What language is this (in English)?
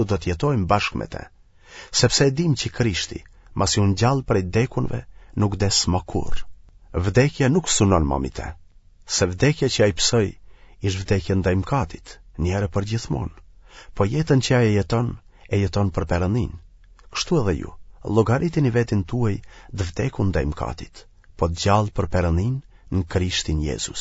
Albanian